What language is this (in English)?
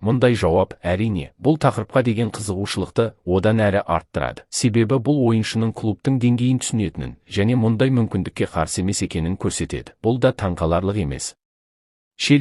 Kazakh